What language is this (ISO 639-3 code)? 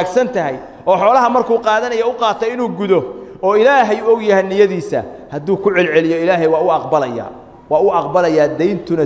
som